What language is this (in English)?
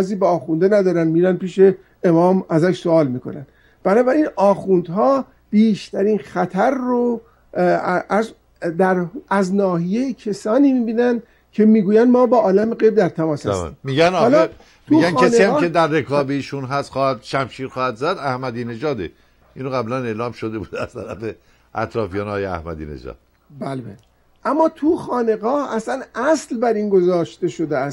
Persian